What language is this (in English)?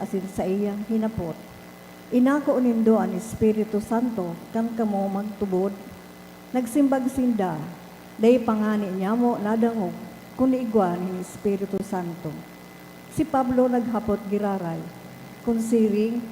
Bikol